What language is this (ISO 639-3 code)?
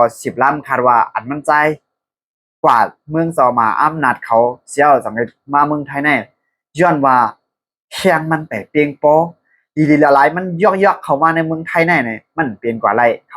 shn